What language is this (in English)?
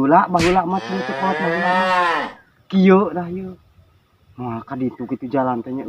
Sundanese